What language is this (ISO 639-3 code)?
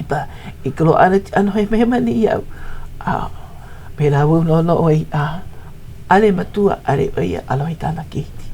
haw